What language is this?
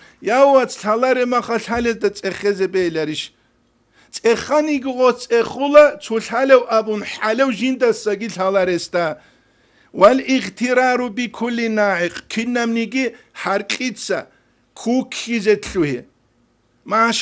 Avaric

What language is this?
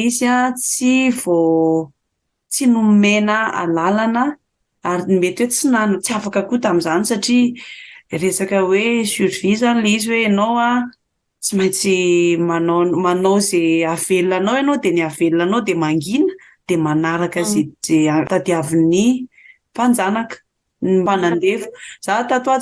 Malagasy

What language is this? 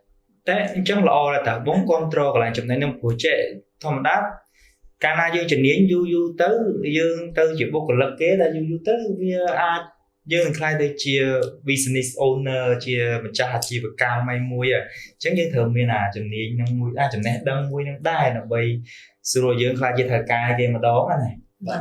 Khmer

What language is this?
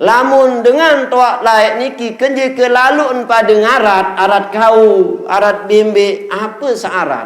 Sasak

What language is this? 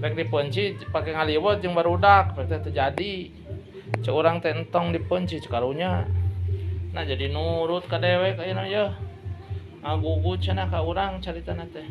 Sundanese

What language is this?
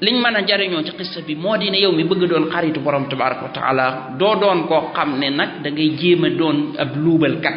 Wolof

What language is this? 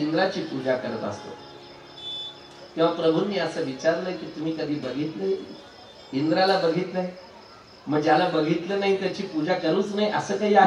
Marathi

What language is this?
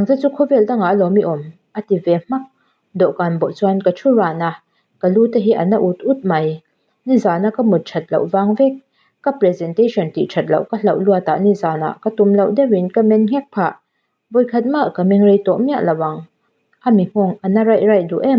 Mizo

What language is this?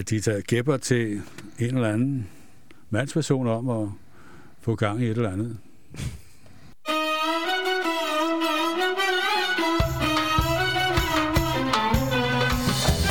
Danish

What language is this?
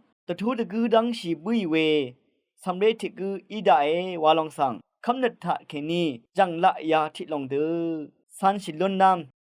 Rawang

